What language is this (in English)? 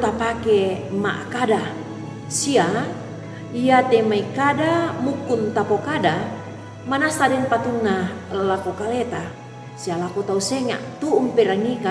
Toraja-Sa'dan